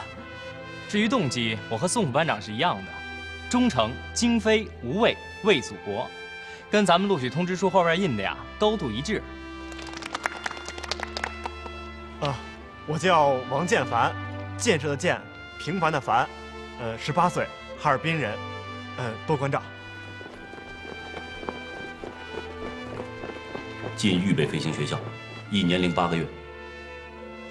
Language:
Chinese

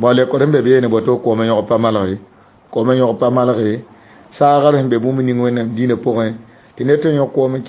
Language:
Mossi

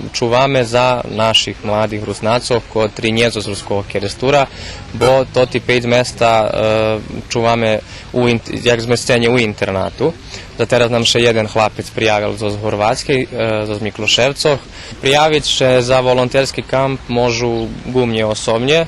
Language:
Rusyn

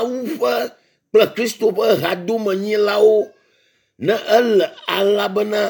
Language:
Ewe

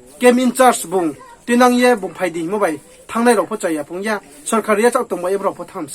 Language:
Riang (India)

